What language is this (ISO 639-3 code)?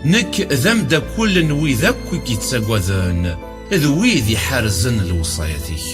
kab